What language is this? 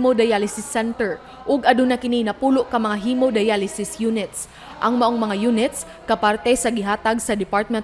Cebuano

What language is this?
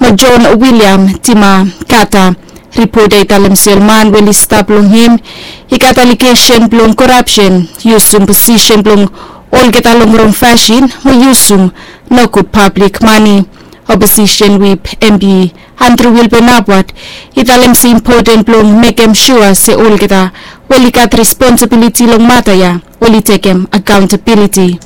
Bislama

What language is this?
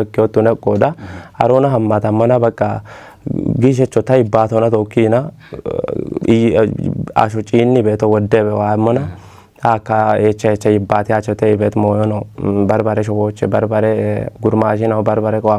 Kafa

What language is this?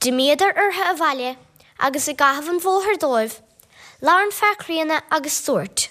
Irish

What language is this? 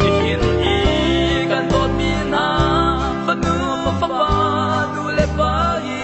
Hakha Chin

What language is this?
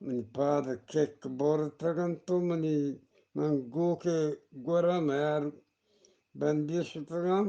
Eastern Balochi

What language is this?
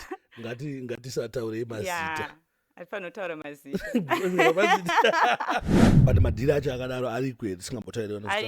Shona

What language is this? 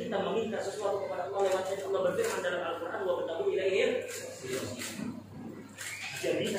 Indonesian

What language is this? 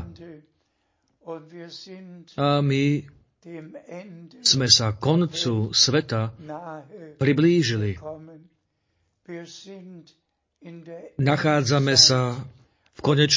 Slovak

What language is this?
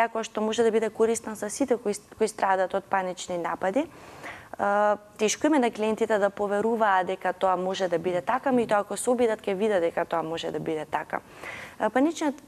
Macedonian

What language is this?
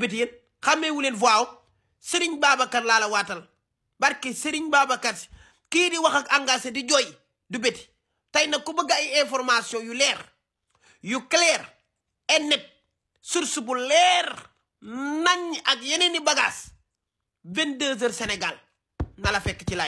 Wolof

